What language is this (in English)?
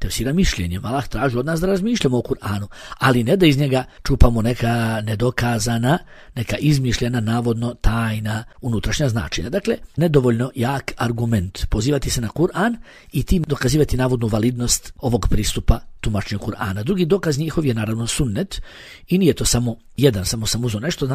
Bosnian